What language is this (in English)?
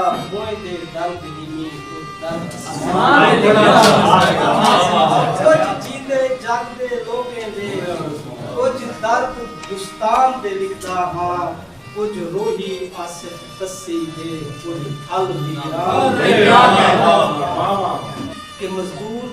Saraiki